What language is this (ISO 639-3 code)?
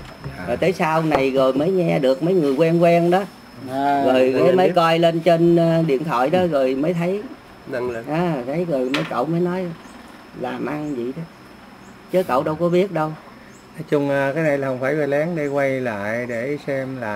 vie